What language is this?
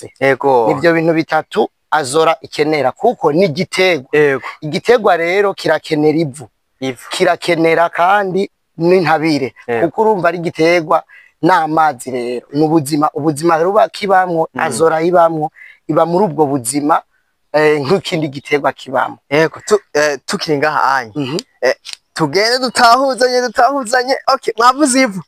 Rundi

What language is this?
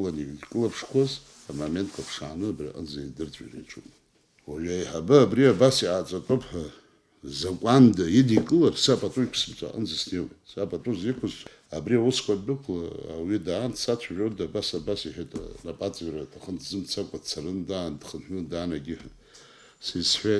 Abkhazian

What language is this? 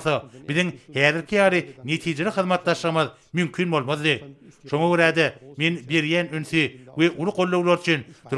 Turkmen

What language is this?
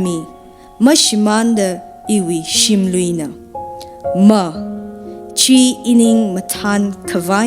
Tangkhul Naga (India)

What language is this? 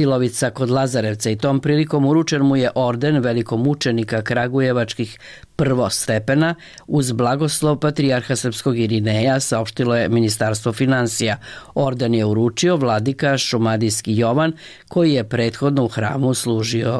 Serbian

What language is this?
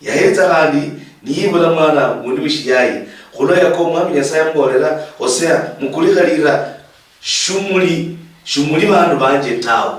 Luyia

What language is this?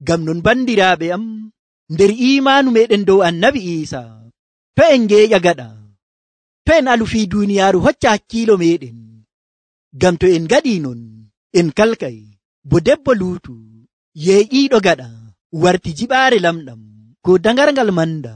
Nigerian Fulfulde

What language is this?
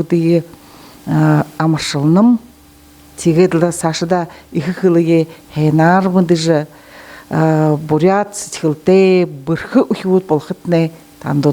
Buriat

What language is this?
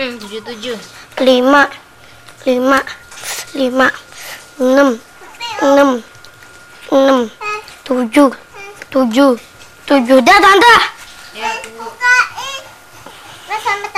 Indonesian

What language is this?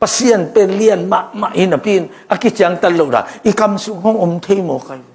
Tedim Chin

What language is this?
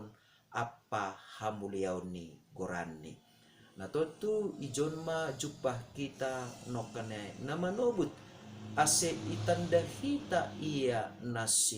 Batak Simalungun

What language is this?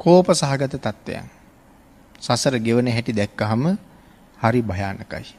Sinhala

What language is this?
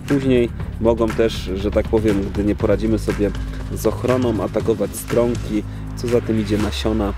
Polish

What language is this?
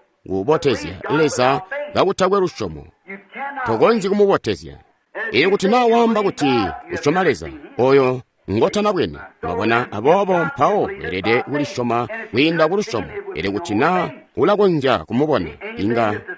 Tonga (Zambia)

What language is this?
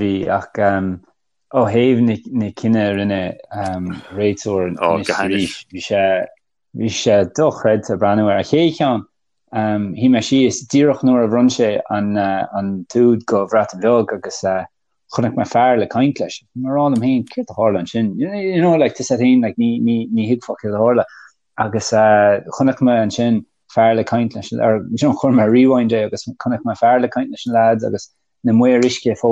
Irish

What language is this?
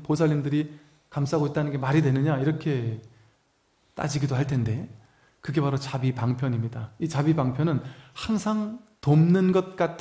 Korean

